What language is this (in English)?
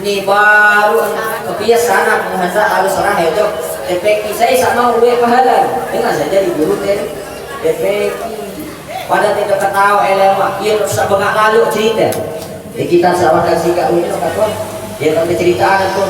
Sasak